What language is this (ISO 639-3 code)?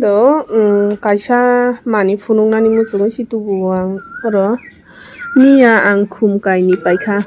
trp